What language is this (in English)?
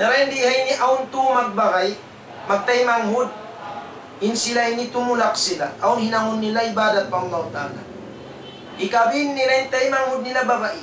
Tausug